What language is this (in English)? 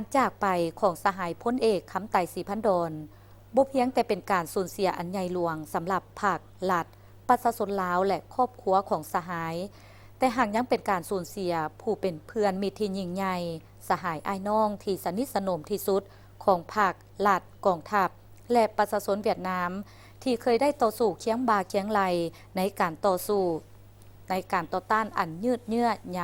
Lao